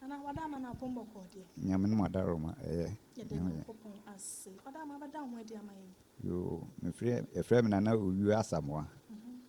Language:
Akan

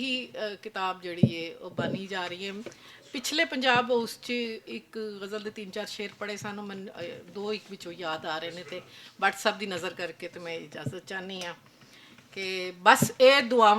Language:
Western Panjabi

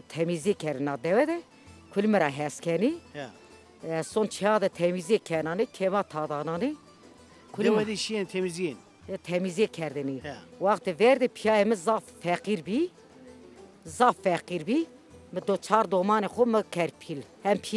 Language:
Zaza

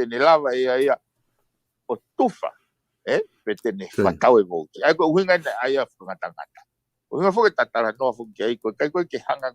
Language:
Tongan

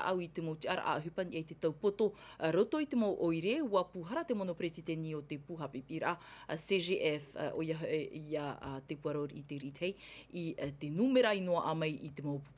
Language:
Tahitian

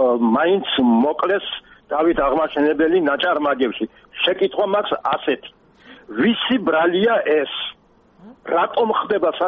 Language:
Georgian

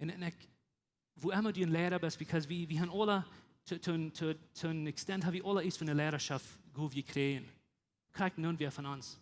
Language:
Plautdietsch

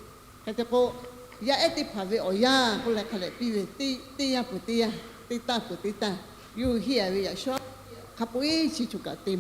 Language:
Lahu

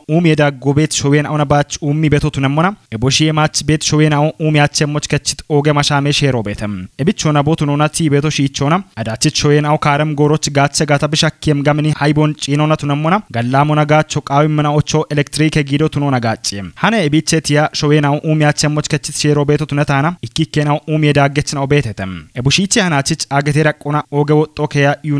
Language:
Kafa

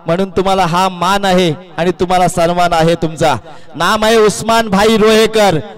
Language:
Marathi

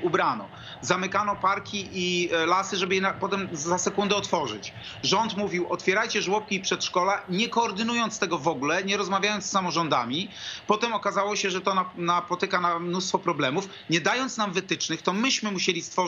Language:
Polish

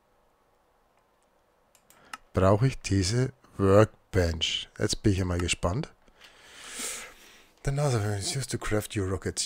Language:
German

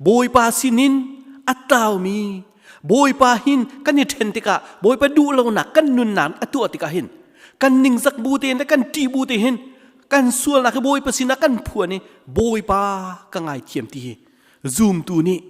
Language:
Hakha Chin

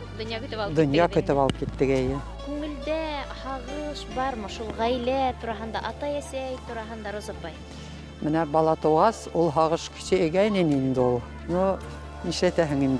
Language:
Bashkir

